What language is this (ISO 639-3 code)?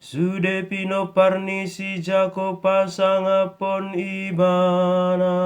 bbc